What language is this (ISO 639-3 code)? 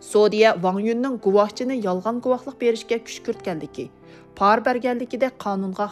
uig